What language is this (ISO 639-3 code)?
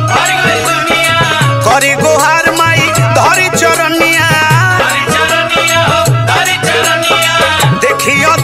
bho